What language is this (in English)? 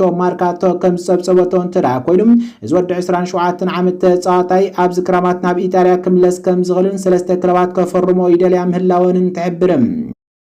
Tigrinya